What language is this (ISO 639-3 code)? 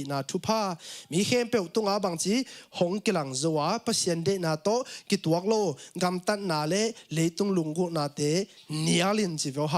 ctd